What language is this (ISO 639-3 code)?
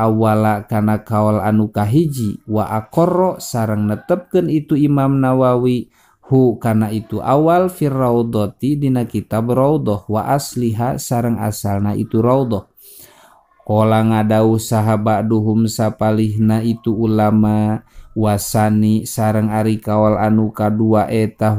sun